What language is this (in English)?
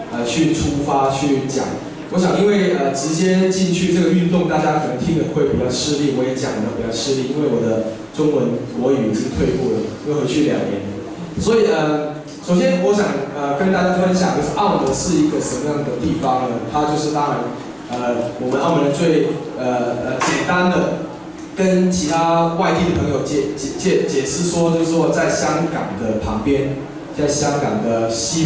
Chinese